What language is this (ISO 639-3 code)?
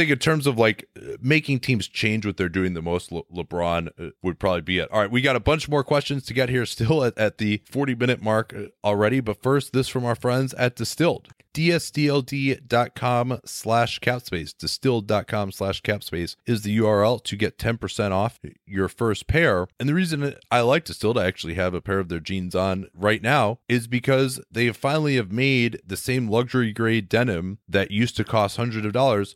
eng